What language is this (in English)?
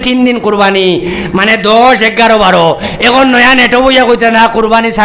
Sylheti